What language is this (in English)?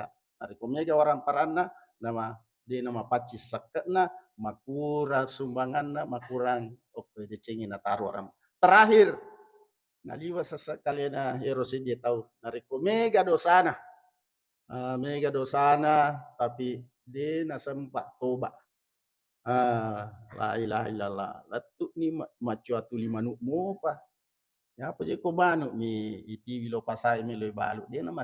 Buginese